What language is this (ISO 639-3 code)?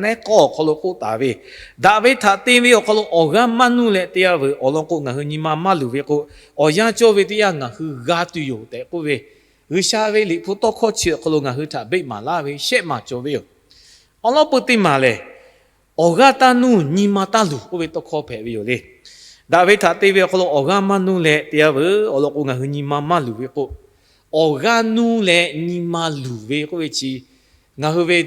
lhu